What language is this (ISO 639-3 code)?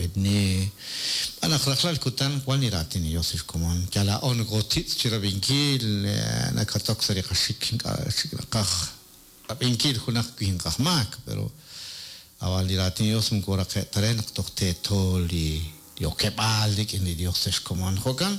kek